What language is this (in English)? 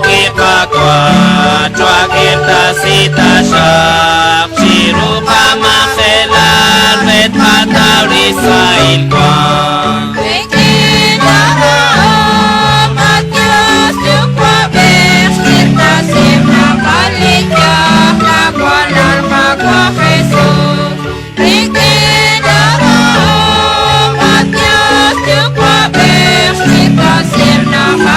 Kekchí